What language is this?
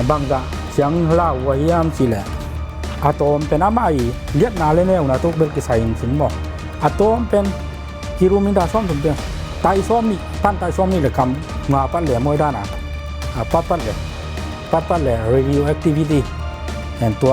Tedim Chin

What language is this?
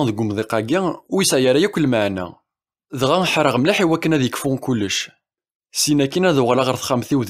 Kabyle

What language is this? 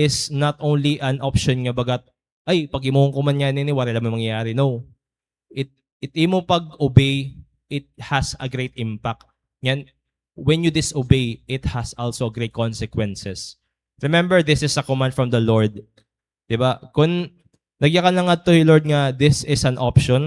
Waray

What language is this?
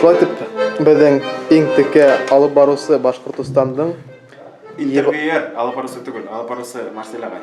Bashkir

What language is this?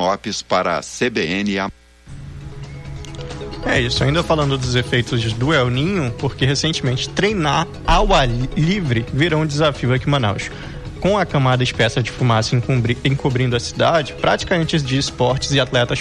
Portuguese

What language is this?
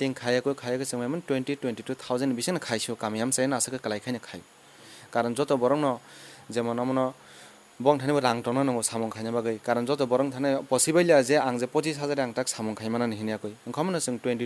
Kok Borok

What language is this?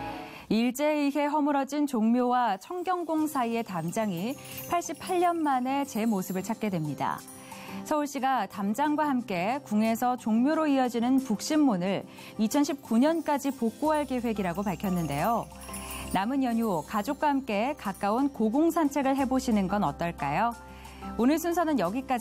Korean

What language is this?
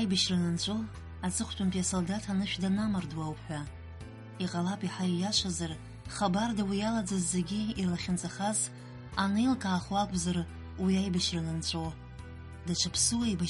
Abkhazian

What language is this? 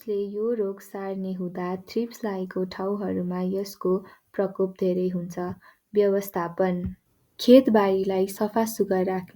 Nepali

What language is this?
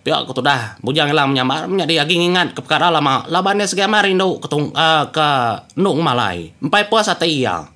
Iban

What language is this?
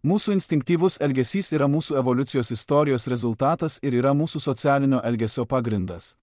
Lithuanian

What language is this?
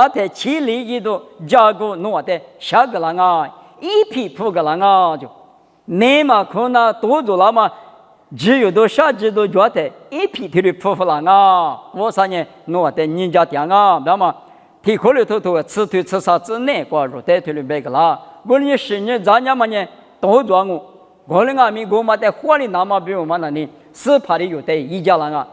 Lisu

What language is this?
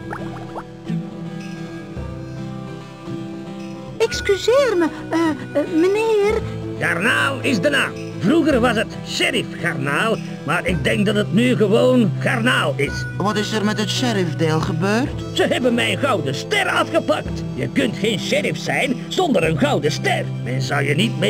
Dutch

